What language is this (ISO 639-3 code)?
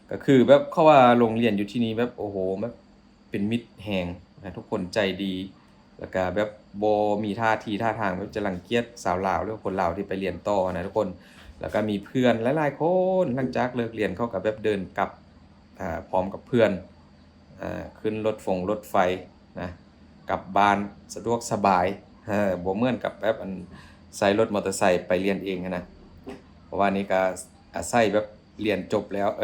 lao